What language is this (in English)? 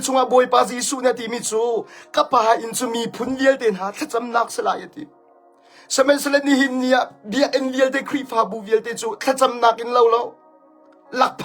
Hakha Chin